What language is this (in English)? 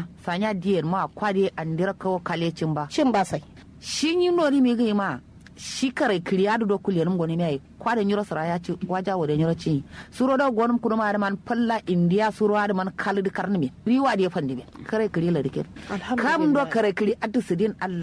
Kanuri